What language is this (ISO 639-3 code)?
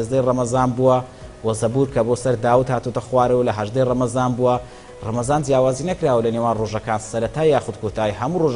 ckb